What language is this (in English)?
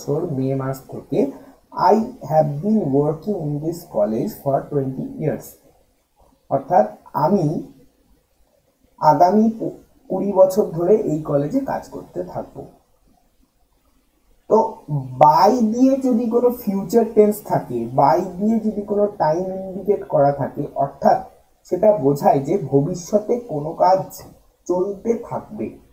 Bangla